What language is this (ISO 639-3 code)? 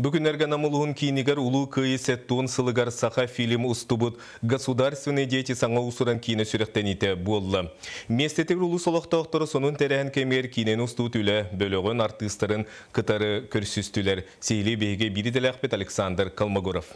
sah